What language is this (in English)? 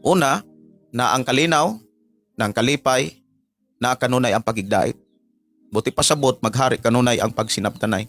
Cebuano